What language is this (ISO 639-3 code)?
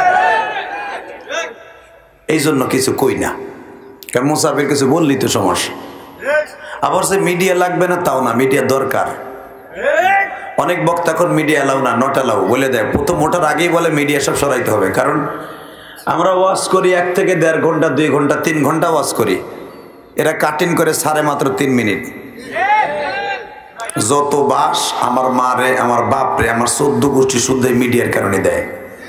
ben